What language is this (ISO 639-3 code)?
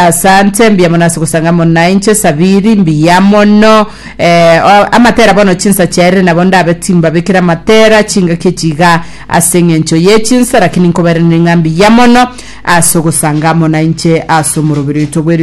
guz